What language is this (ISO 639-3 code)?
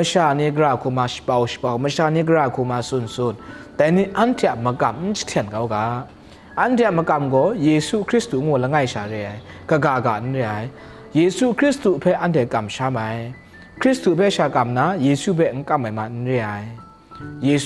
kac